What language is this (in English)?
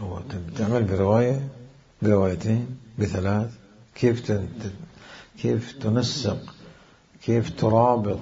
Mesopotamian Arabic